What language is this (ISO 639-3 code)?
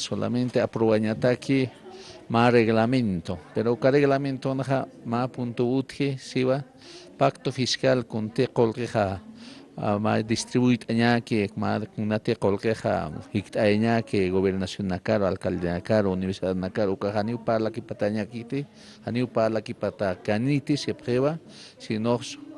aym